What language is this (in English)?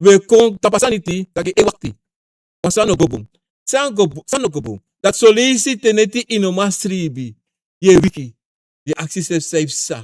Sranan Tongo